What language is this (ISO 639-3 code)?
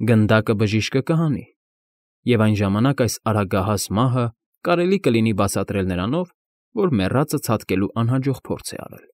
hye